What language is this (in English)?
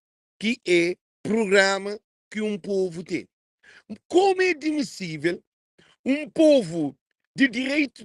Kabuverdianu